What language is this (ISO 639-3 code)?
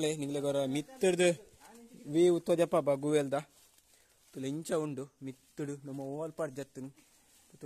tcy